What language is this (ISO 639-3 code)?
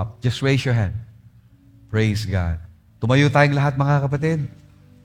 fil